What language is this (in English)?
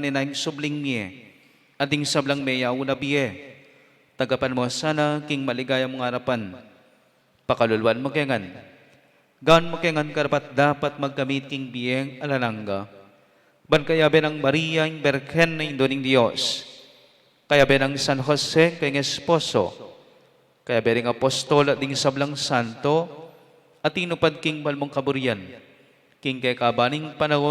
Pampanga